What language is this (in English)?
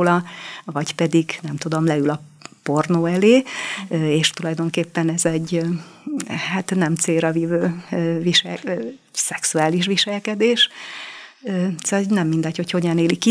Hungarian